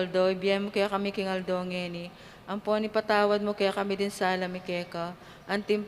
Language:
Pampanga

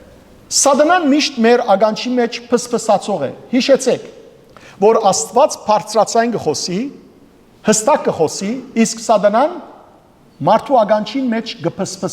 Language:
Western Armenian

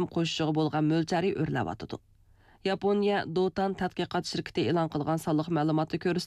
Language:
Uyghur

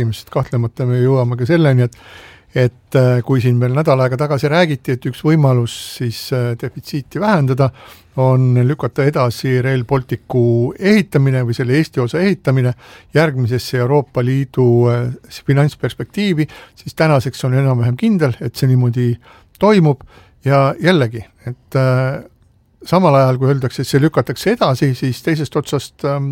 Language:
Estonian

